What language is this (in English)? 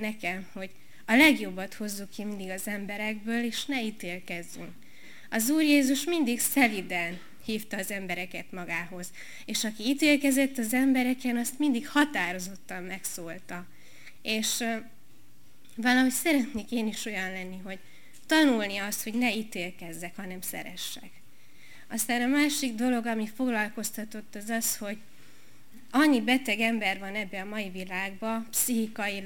Hungarian